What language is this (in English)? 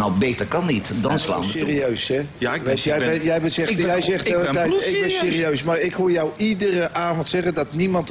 Dutch